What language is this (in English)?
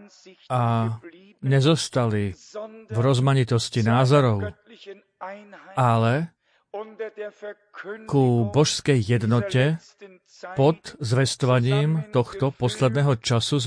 Slovak